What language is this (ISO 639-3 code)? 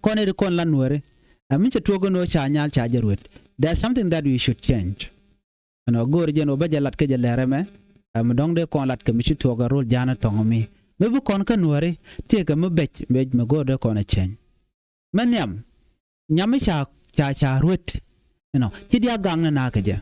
nus